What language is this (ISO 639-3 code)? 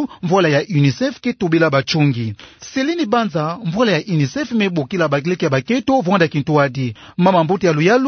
ktu